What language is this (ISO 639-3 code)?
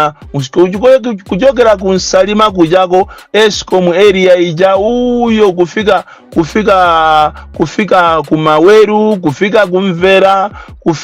nya